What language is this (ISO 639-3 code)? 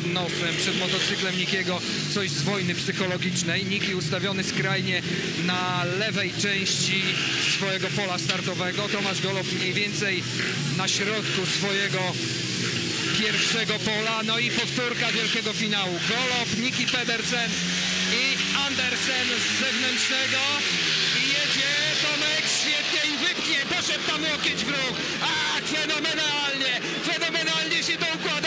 pol